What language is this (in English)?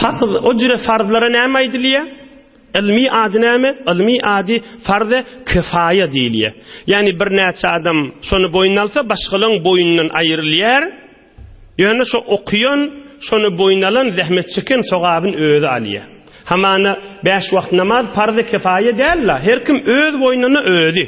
Turkmen